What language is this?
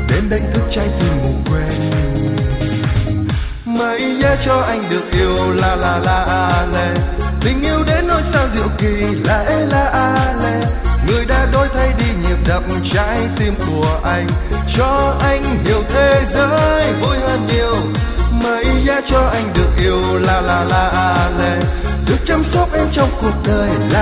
Vietnamese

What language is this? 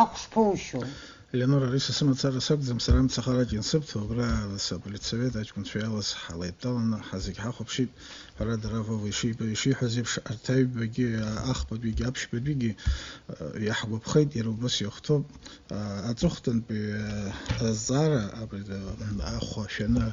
Abkhazian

